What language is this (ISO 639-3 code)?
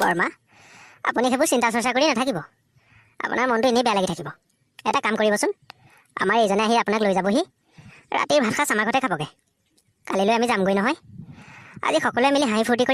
asm